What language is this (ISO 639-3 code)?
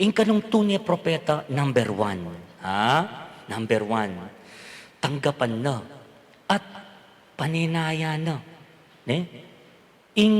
pam